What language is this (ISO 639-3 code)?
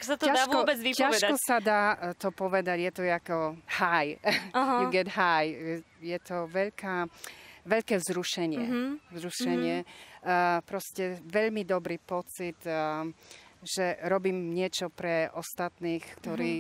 slk